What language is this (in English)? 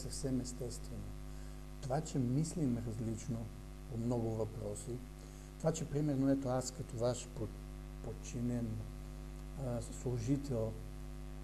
Bulgarian